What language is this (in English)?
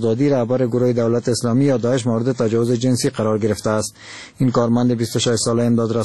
Persian